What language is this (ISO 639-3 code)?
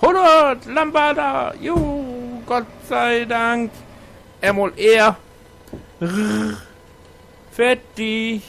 nds